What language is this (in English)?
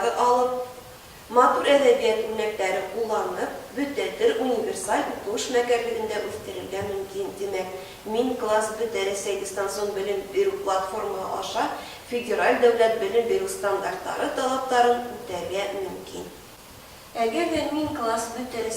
Bashkir